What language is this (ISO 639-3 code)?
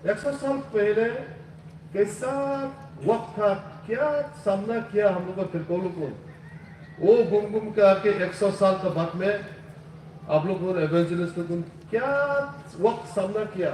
hmr